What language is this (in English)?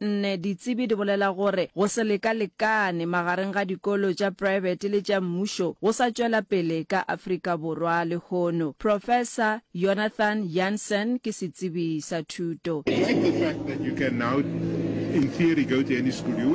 Northern Sotho